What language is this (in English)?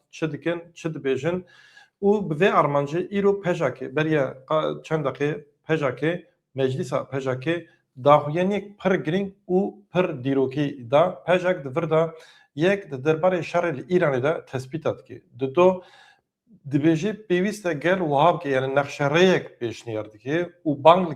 Kurdish